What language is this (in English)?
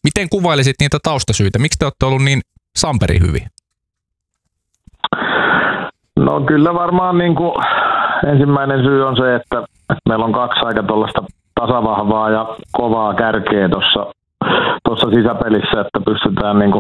Finnish